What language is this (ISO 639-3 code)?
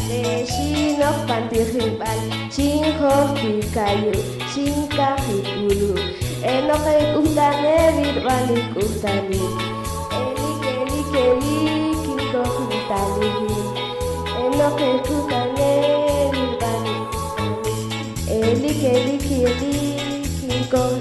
poh